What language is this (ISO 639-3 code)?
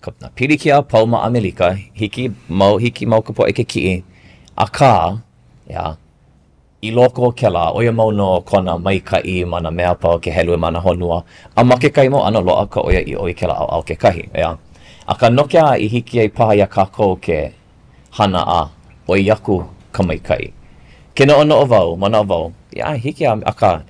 haw